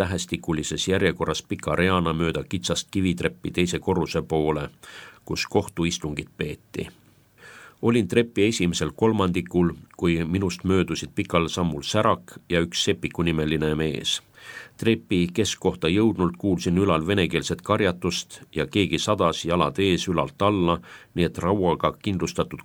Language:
Estonian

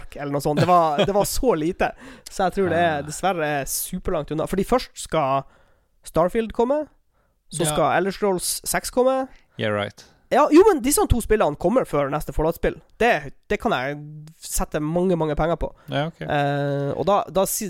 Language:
Norwegian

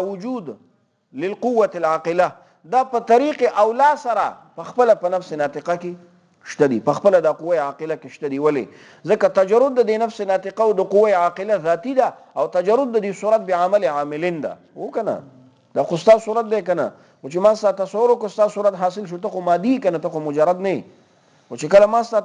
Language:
Pashto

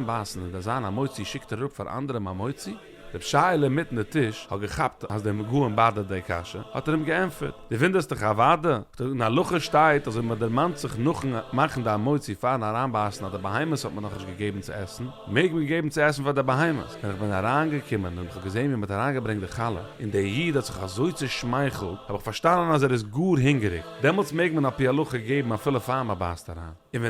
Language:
Yiddish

